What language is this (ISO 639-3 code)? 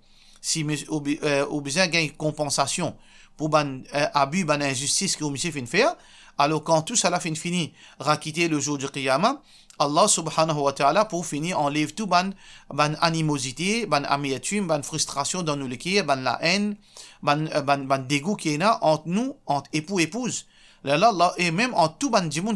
mfe